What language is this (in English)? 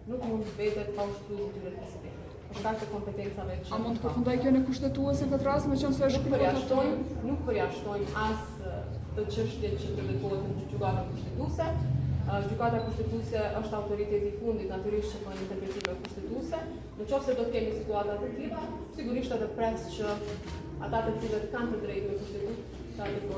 Albanian